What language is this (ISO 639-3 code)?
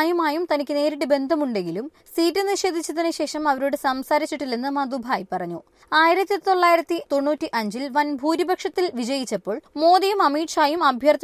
mal